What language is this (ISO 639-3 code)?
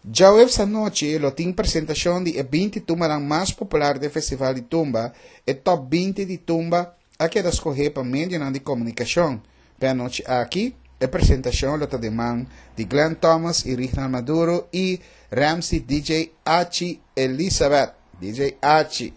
pap